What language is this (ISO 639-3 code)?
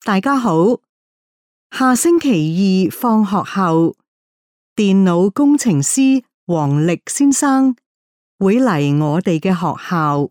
yue